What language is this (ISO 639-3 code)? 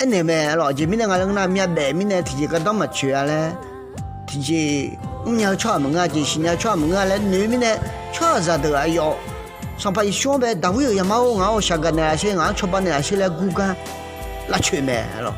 ahk